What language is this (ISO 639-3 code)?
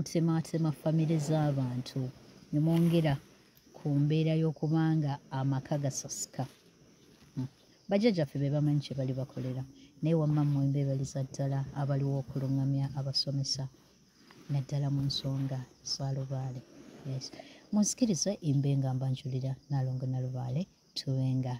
lug